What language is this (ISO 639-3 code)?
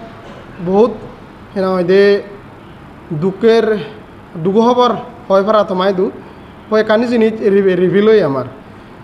ccp